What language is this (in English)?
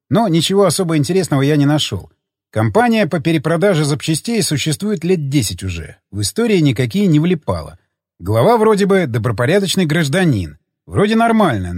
Russian